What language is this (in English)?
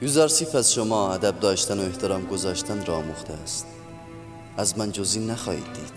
Tajik